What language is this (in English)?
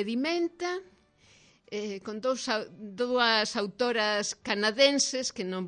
Galician